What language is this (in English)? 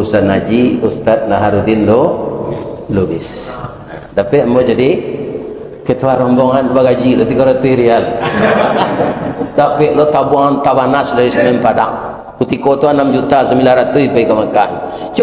Minangkabau